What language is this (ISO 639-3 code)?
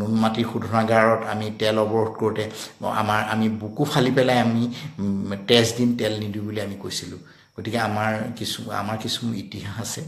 asm